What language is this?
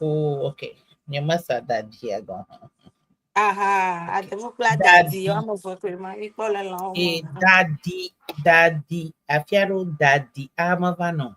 Ewe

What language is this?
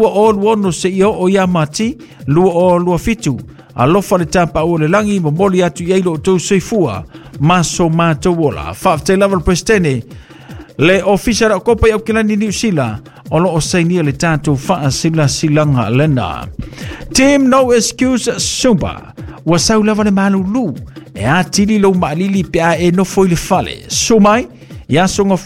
Samoan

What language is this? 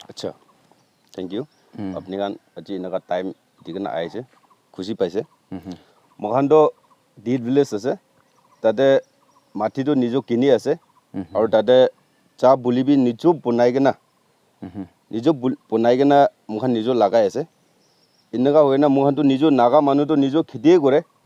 Naga Pidgin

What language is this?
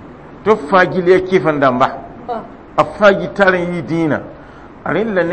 Mossi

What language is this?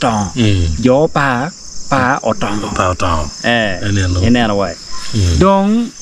Acoli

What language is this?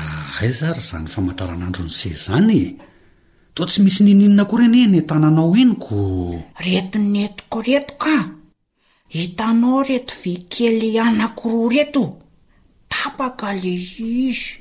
Malagasy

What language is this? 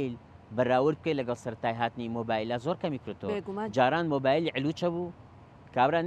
Central Kurdish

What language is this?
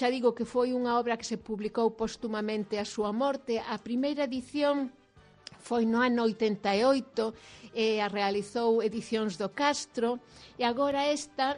Galician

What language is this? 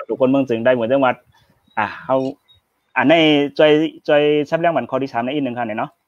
Shan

